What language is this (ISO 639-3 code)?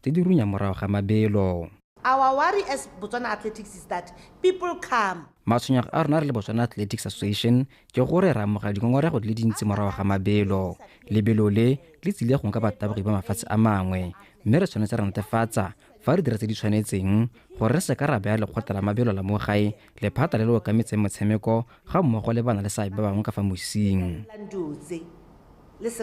tsn